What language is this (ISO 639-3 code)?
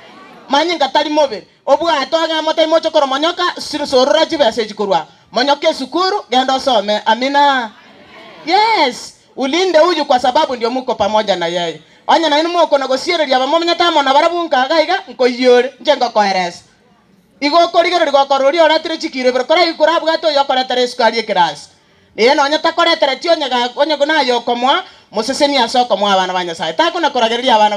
guz